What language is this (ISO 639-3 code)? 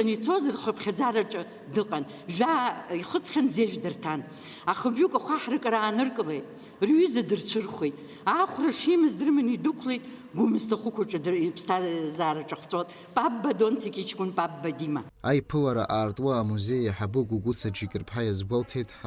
abk